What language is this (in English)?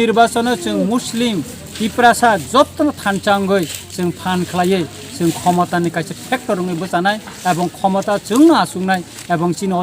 Kok Borok